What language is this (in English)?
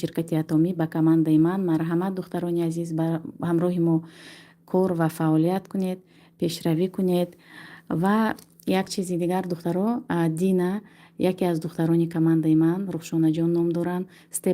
Tajik